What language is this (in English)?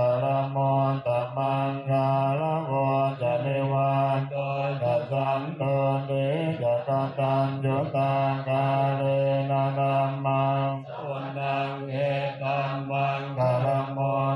Pali